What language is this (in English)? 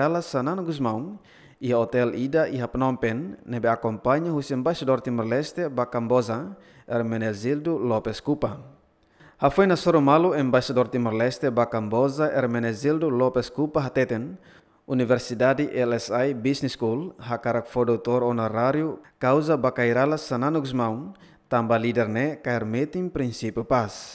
Tetum